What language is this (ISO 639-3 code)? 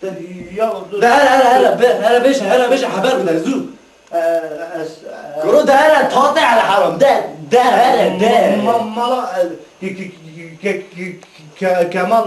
kur